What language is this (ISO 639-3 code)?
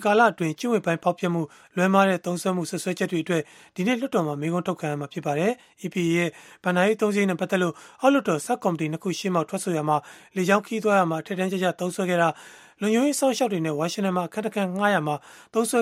mya